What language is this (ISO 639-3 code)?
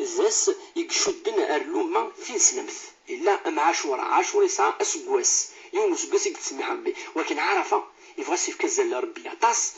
kab